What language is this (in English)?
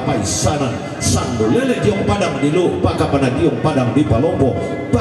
Toraja-Sa'dan